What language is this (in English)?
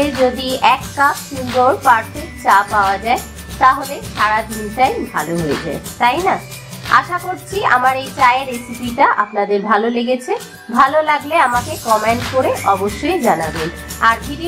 Bangla